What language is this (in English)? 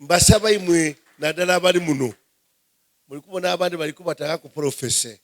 Soga